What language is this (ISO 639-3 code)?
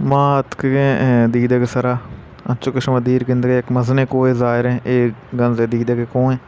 bal